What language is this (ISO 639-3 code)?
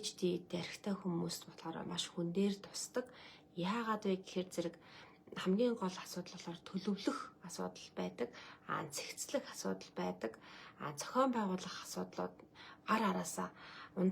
mon